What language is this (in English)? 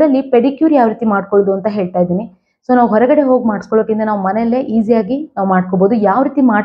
Kannada